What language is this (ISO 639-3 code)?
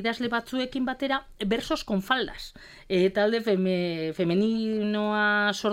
eus